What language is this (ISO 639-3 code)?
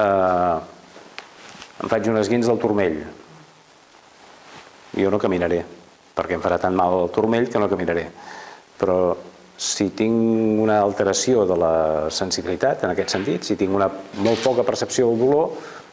cat